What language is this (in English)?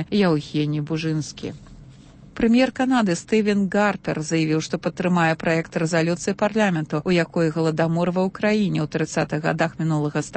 Belarusian